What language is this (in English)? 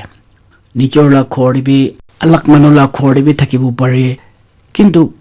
Naga Pidgin